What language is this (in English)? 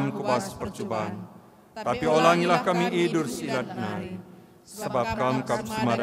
Batak Karo